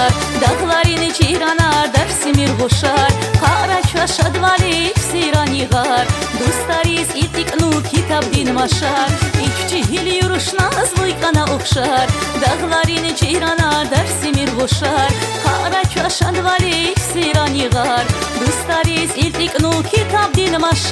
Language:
Tabassaran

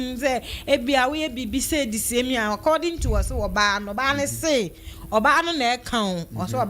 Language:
Akan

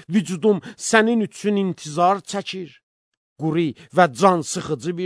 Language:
Azerbaijani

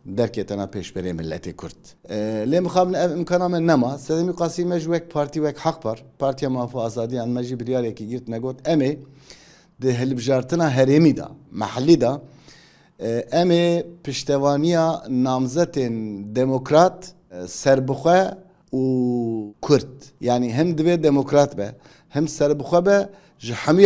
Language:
Kurdish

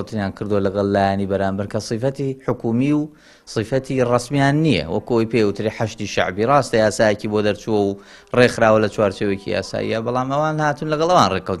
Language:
Central Kurdish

